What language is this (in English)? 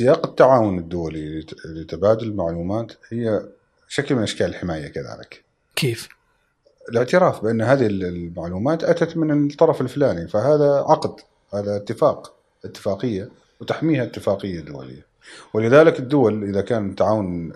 Gulf Arabic